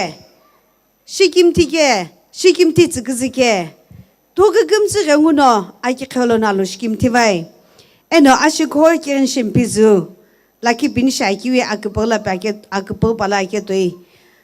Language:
Sumi Naga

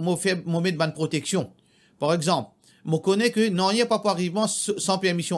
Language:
Morisyen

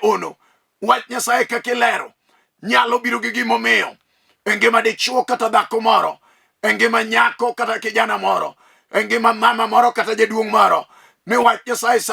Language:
Luo (Kenya and Tanzania)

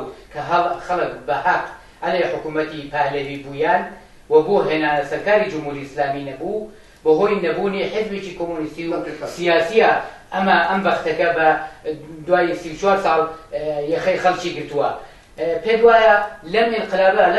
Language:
Central Kurdish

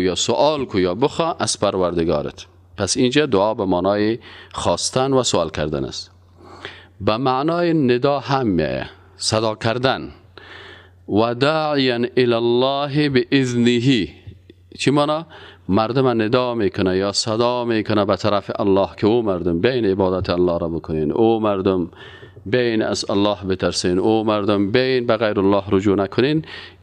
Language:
Persian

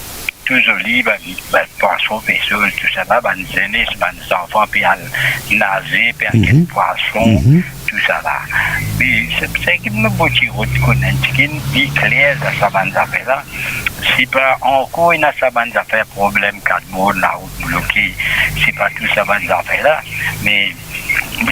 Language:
Morisyen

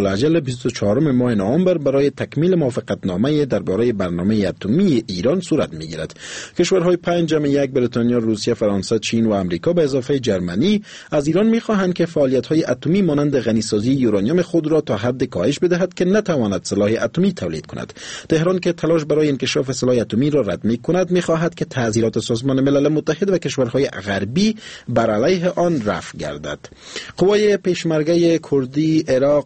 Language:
Persian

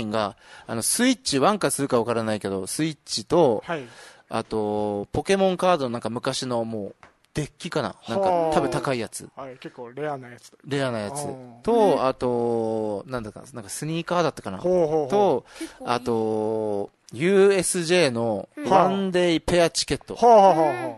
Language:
Japanese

